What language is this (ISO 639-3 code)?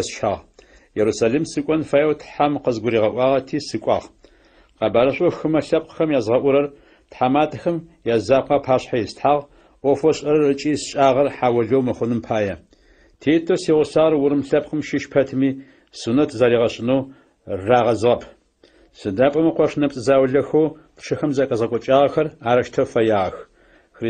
ady